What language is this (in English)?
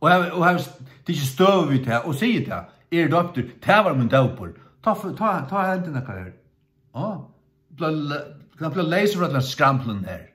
Faroese